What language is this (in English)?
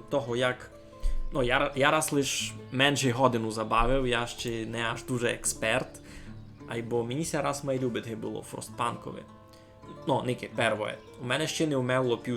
Rusyn